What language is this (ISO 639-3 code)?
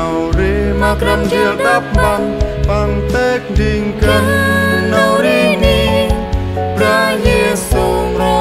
cmo